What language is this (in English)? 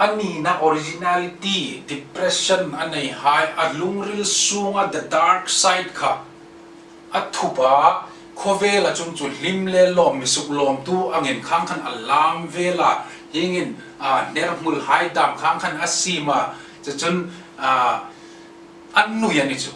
Hmar